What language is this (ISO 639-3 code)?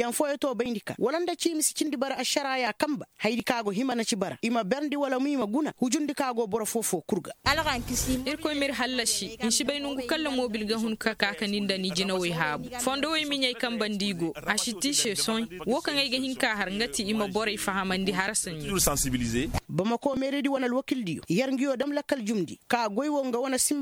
ses